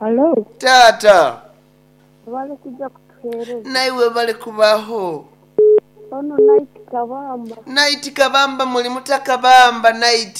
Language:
Nyoro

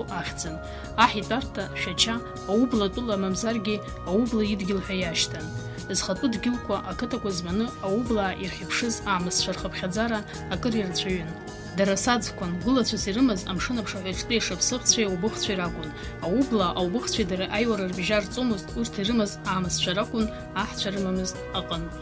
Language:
Abkhazian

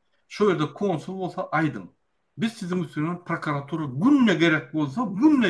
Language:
Turkmen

